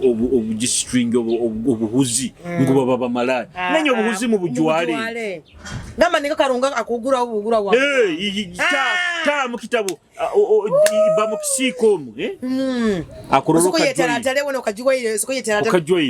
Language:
Nyoro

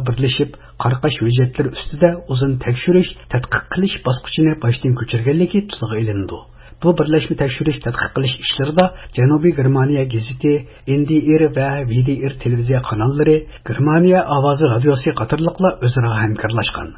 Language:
Uyghur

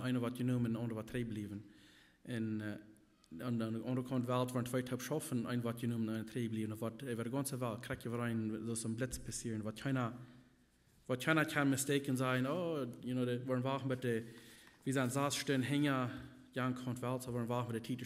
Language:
Plautdietsch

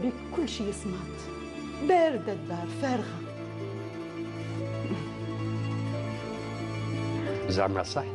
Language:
Algerian Arabic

